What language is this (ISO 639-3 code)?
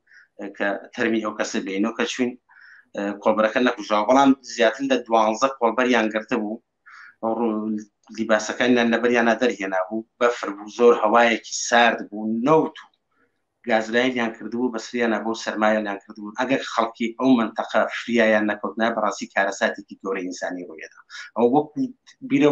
ckb